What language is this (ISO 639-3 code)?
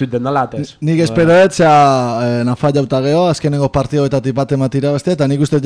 eus